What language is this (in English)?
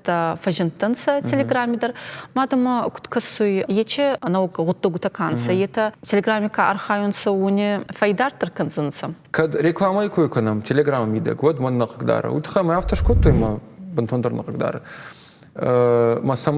Ossetic